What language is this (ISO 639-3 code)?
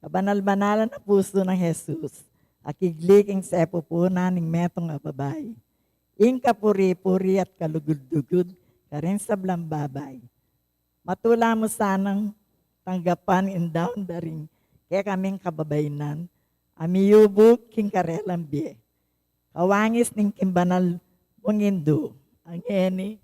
pam